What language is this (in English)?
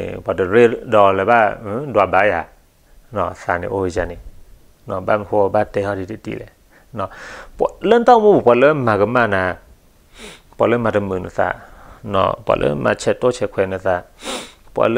S'gaw Karen